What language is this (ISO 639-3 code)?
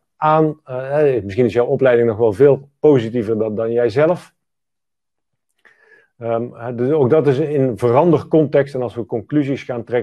nld